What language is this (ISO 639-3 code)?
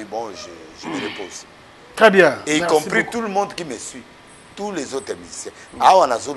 lin